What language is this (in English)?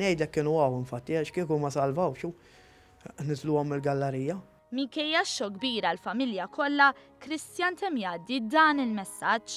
Maltese